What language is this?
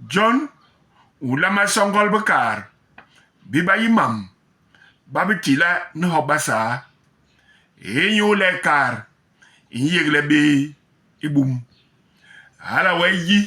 Basaa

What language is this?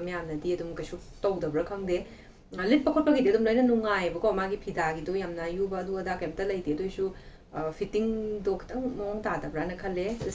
Manipuri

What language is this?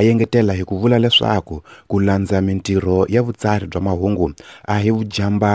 Tsonga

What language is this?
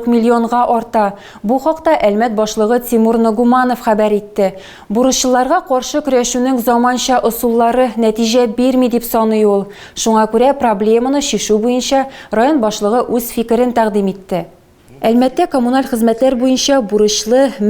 Tatar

